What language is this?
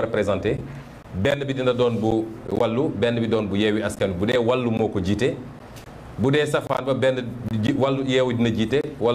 Wolof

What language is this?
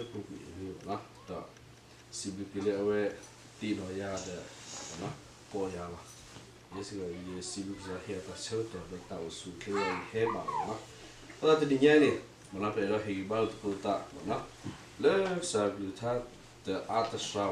S'gaw Karen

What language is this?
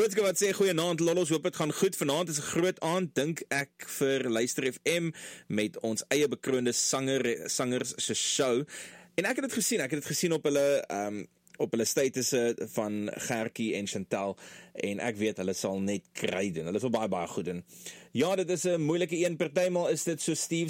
Afrikaans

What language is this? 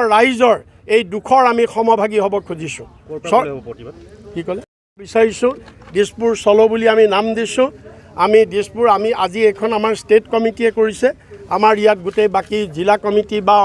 Assamese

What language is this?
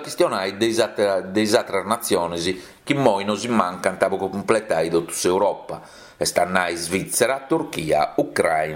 Sardinian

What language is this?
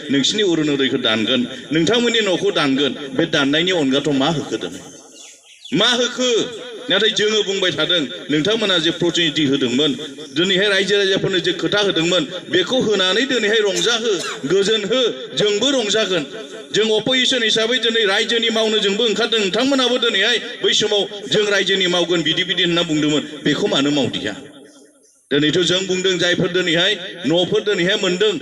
Bodo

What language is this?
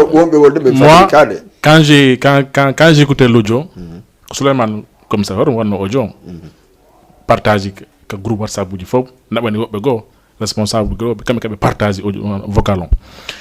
Fula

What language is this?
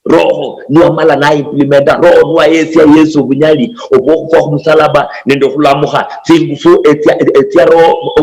Luyia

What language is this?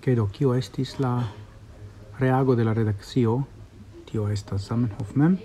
Esperanto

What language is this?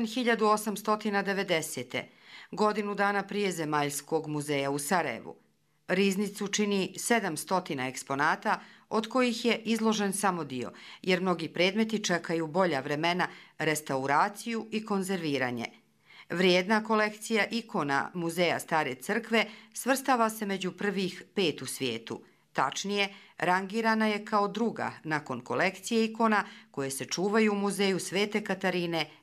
Bosnian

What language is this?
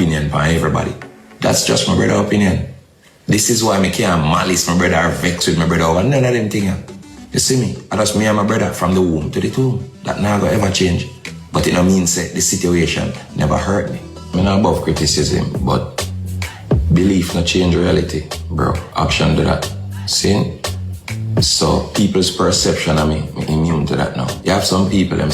Jamaican Creole English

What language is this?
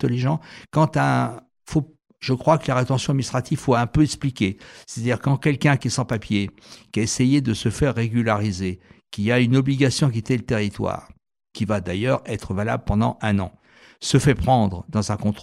French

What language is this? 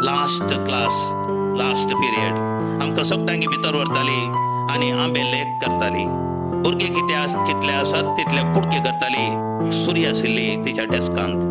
Konkani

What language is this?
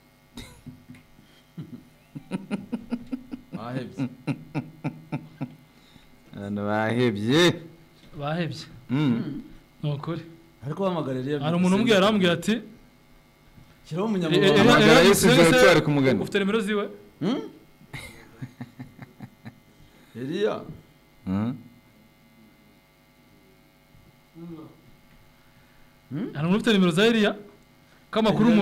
Kinyarwanda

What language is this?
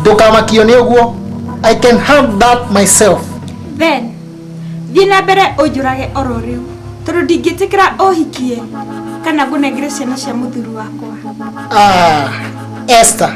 Kikuyu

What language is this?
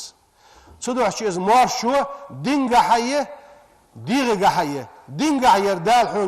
Ingush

